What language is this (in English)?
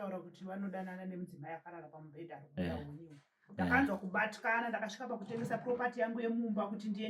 Shona